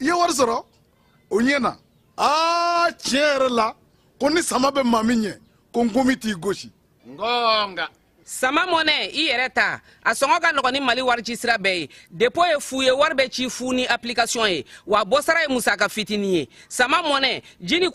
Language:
Bambara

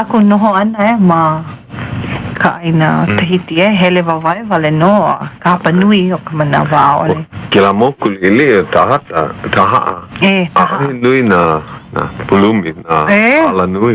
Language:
Hawaiian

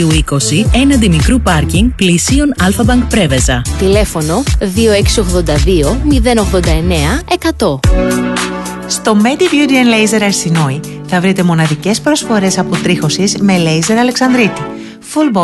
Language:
Greek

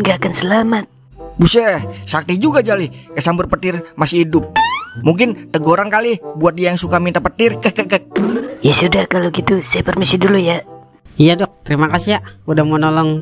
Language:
Betawi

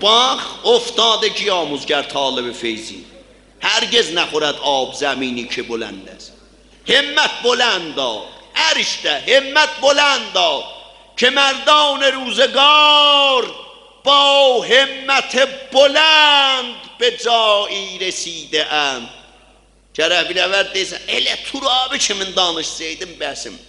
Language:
South Azerbaijani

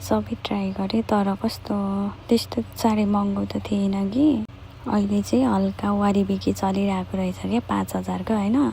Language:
Nepali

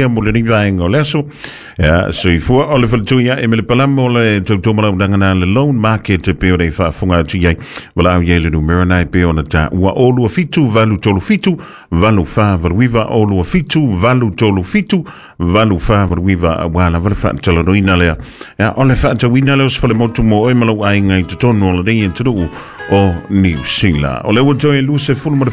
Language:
Samoan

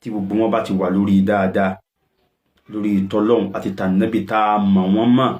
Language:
Yoruba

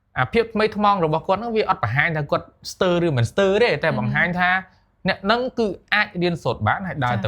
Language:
Khmer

